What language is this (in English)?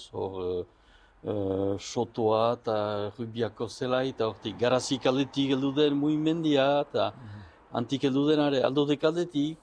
Basque